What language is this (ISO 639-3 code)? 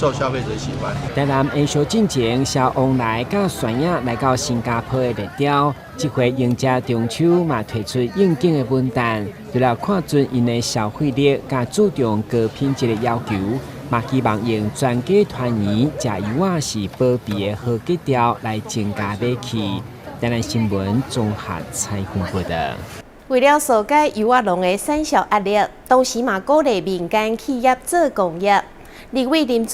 nan